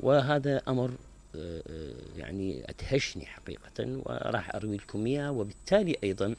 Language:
Mesopotamian Arabic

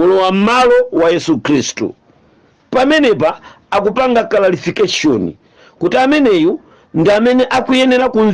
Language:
Nyanja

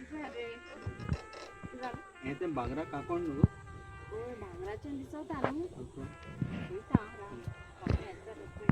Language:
Konkani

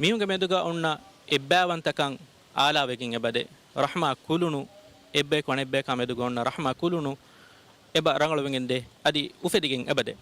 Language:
Divehi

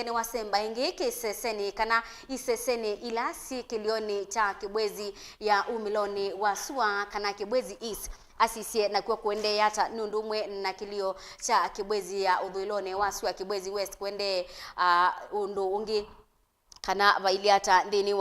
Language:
Kamba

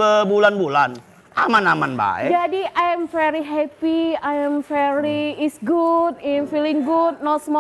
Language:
Musi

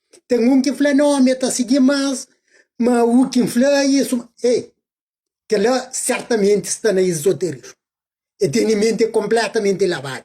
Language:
Kabuverdianu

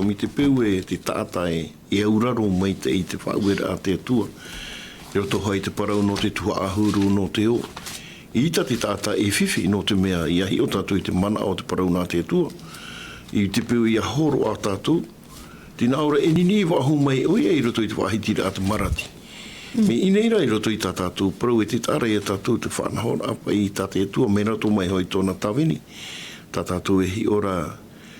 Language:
Tahitian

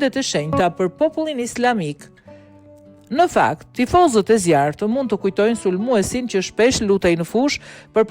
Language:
Albanian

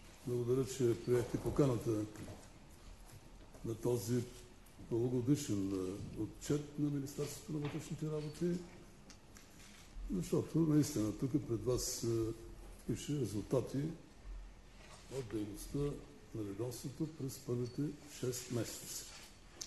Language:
Bulgarian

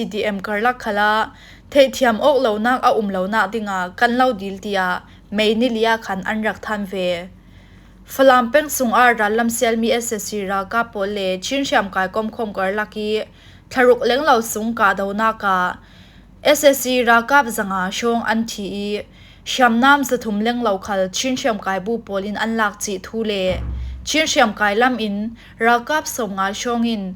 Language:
Falam Chin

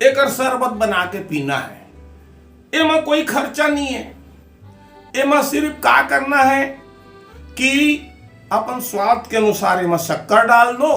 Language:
Chhattisgarhi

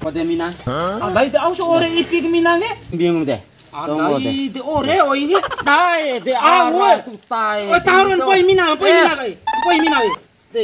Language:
Bima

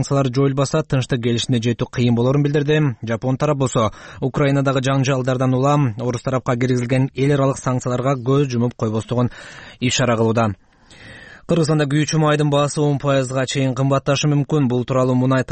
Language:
Kyrgyz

